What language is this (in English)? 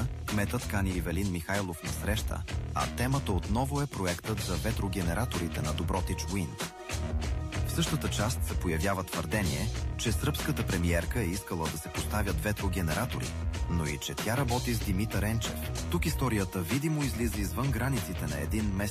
Bulgarian